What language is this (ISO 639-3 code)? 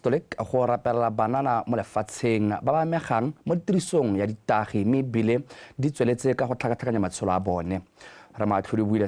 tsn